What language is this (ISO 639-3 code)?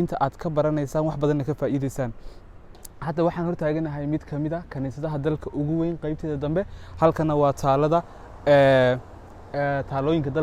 som